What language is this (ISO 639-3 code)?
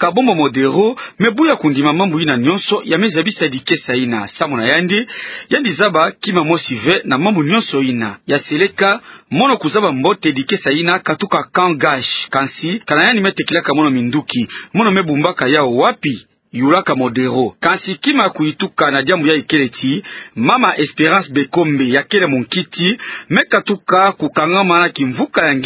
ktu